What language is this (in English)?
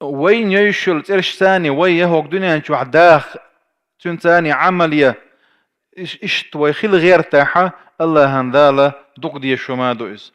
Chechen